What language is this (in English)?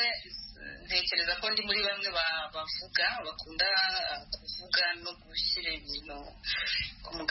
Kinyarwanda